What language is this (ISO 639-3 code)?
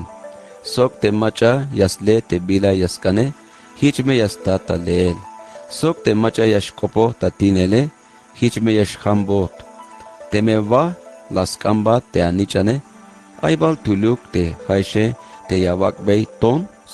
tzh